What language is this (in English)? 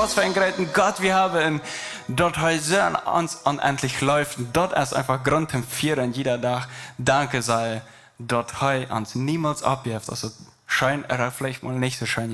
Plautdietsch